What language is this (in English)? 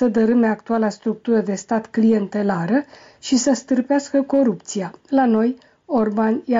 Romanian